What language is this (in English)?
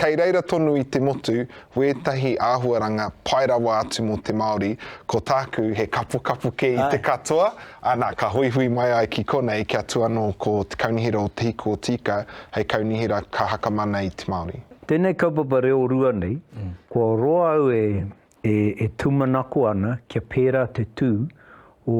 Māori